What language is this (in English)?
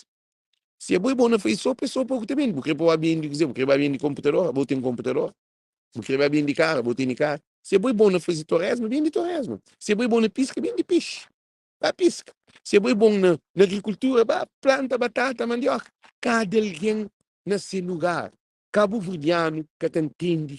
Kabuverdianu